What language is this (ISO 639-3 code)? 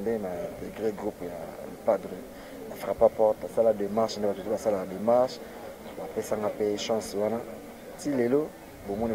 lin